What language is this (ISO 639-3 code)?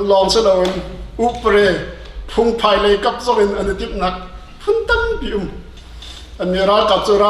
cnh